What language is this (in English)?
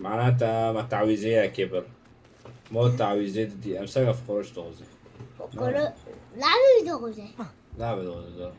Kurdish